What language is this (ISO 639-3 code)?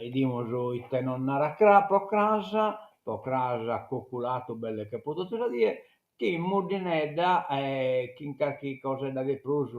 srd